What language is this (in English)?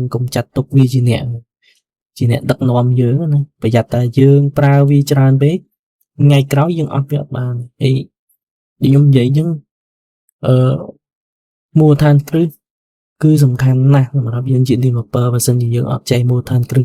Khmer